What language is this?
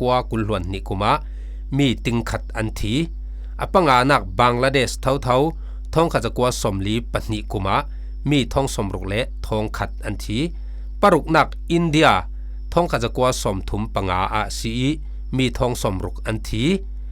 Falam Chin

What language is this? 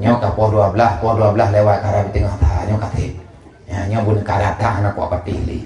Achinese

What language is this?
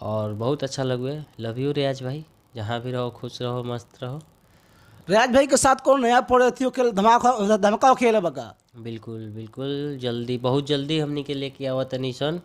Bhojpuri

